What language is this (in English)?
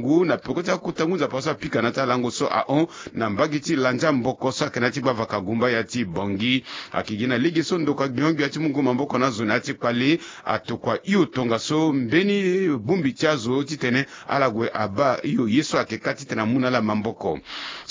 Sango